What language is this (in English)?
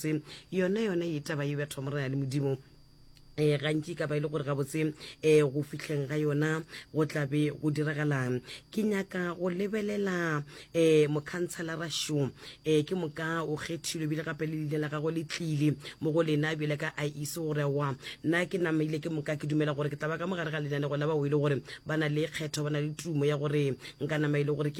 Northern Sotho